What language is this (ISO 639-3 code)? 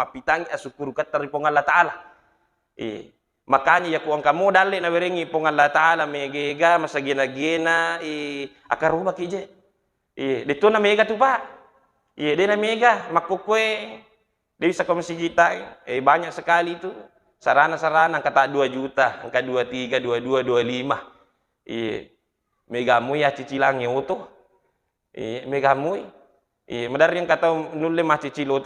bug